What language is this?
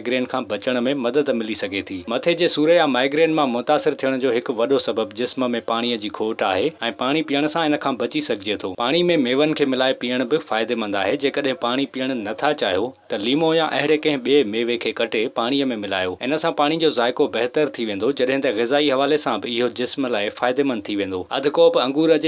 Sindhi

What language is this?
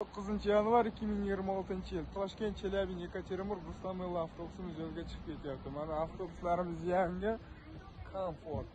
Uzbek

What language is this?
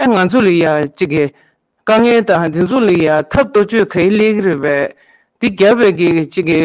Tibetan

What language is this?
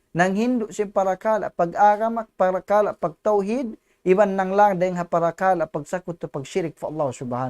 Tausug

